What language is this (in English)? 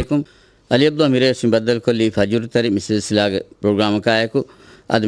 Divehi